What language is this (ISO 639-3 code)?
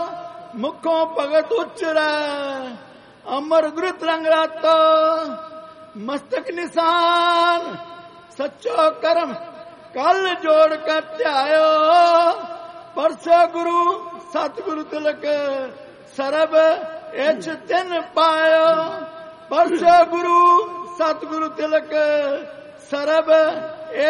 pan